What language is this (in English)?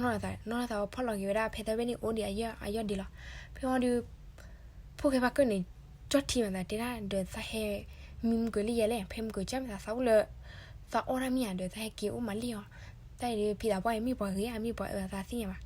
S'gaw Karen